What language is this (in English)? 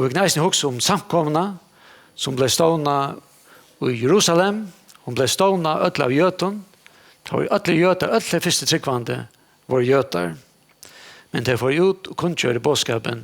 Faroese